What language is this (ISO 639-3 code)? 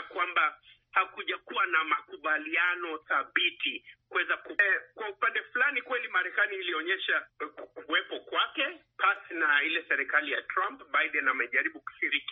swa